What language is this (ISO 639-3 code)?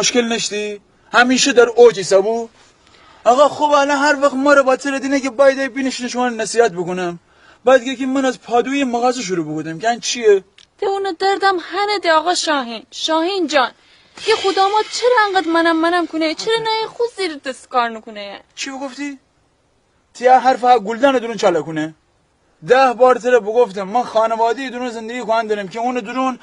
glk